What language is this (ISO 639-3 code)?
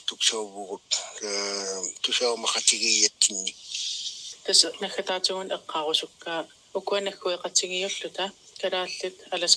kal